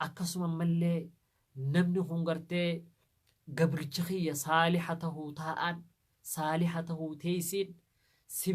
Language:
Oromo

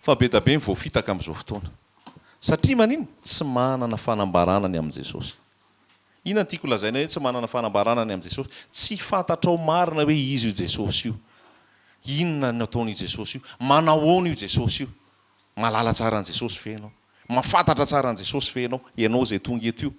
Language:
Malagasy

